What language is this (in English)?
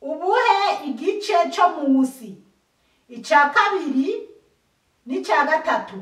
Rundi